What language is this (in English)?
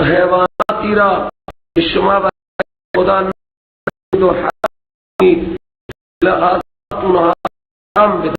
Persian